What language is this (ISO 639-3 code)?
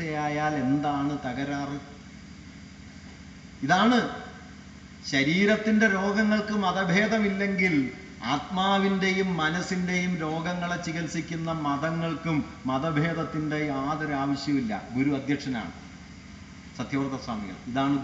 mal